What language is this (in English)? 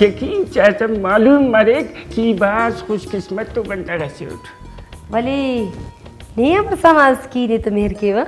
Brahui